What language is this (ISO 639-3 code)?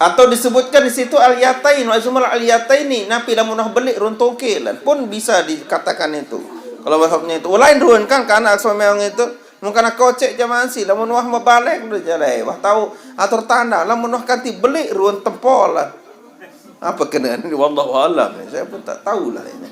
sas